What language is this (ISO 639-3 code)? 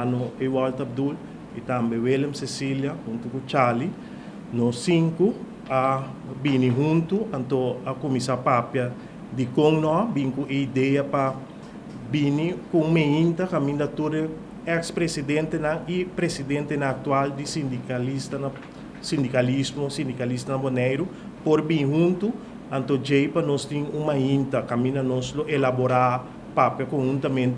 pap